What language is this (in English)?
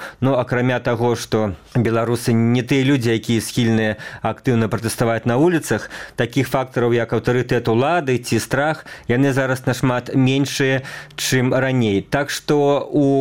Belarusian